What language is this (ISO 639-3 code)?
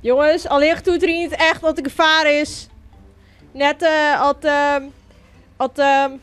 fry